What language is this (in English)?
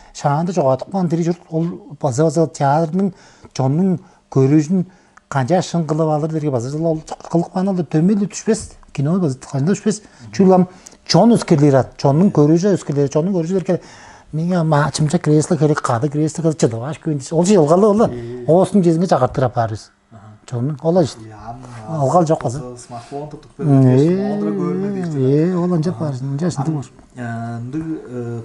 Tuvinian